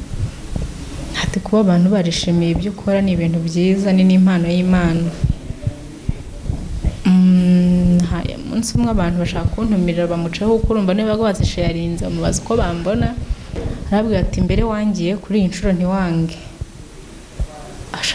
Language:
Kinyarwanda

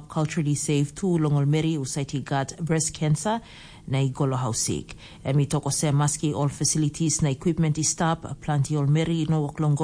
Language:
Tok Pisin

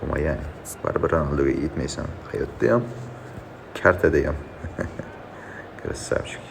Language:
Uzbek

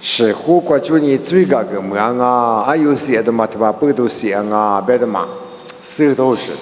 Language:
Lisu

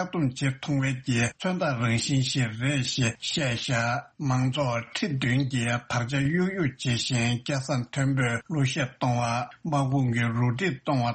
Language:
Tibetan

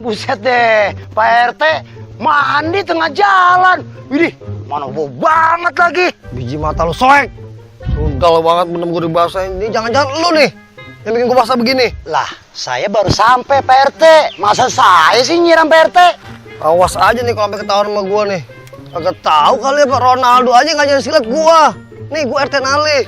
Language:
Betawi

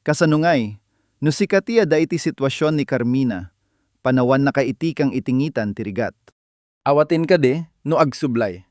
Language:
Iloko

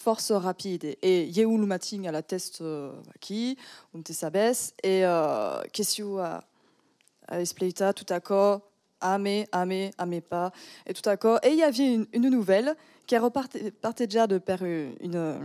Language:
Occitan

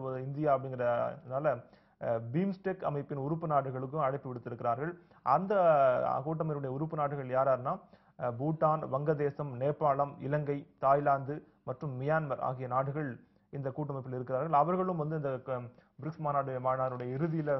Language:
Tamil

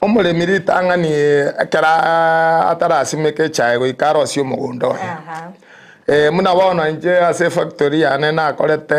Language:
Gusii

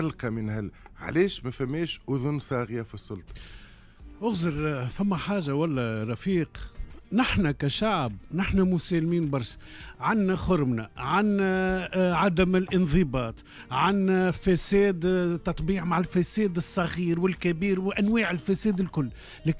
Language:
Tunisian Arabic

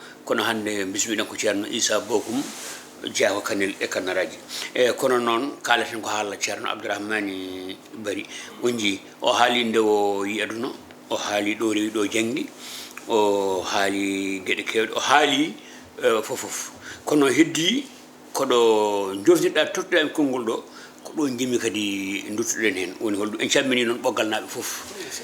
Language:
Fula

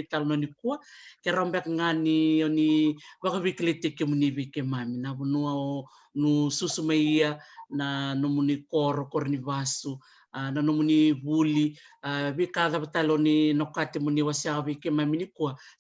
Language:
Fijian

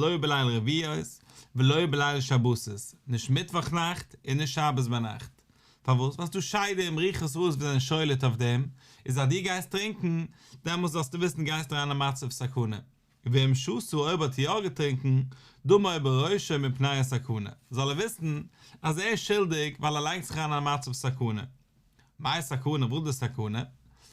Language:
Yiddish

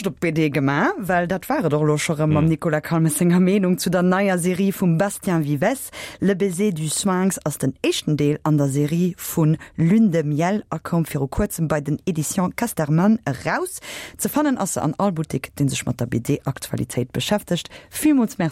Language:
Luxembourgish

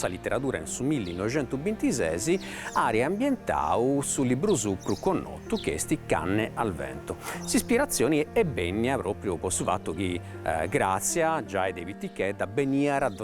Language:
Sardinian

